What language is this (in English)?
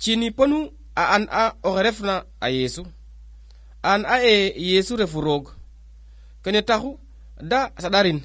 Serer